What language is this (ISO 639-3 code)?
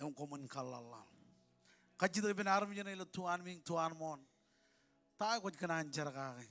mah